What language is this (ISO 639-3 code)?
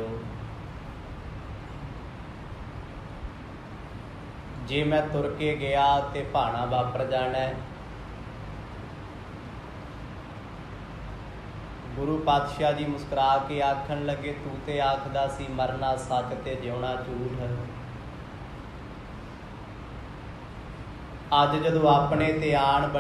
pan